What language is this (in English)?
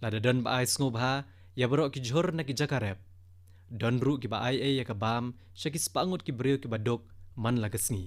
Khasi